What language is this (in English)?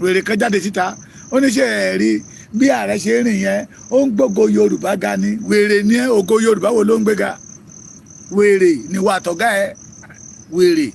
Yoruba